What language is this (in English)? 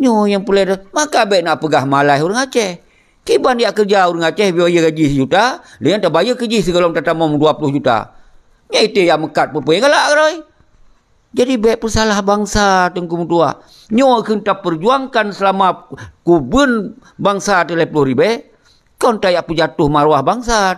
Achinese